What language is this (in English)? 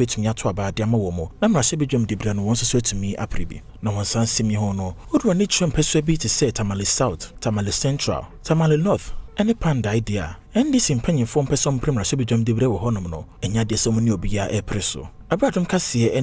Akan